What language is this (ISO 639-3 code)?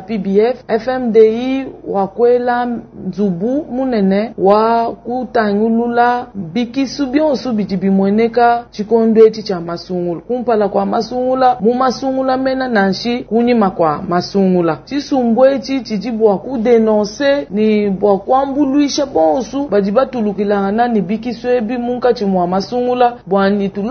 lua